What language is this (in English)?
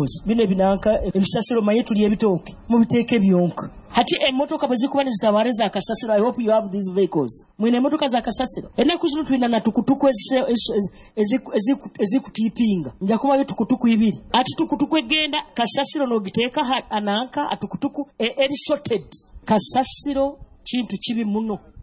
Nyoro